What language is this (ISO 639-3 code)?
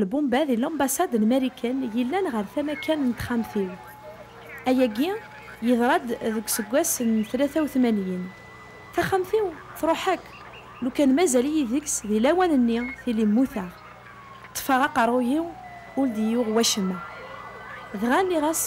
kab